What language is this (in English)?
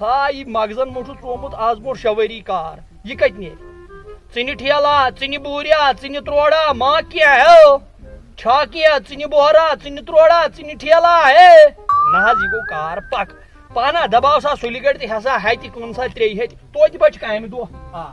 Kashmiri